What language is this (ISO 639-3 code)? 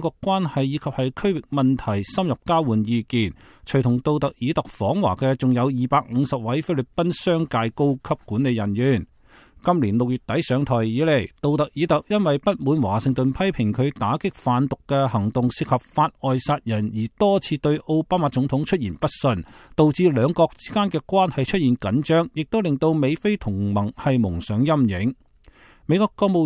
yue